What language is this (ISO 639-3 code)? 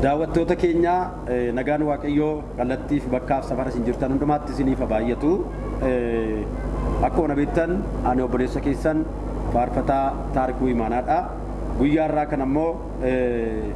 orm